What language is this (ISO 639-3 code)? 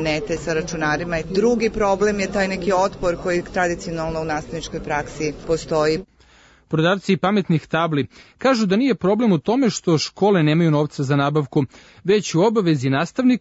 srp